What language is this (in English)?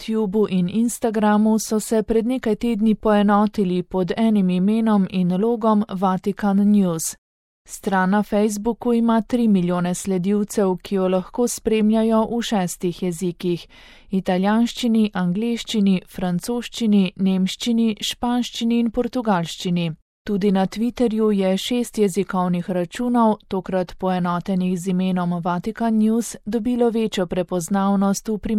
Slovenian